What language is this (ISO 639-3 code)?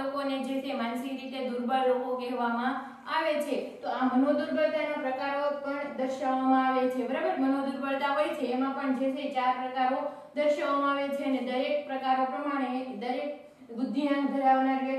guj